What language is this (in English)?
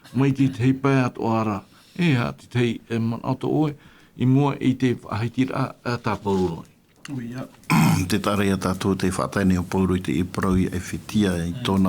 Tahitian